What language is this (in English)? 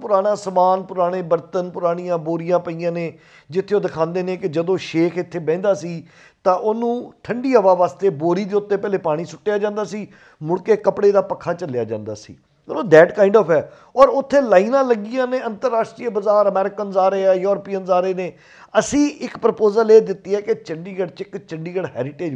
Punjabi